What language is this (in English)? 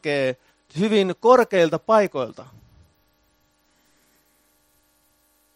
Finnish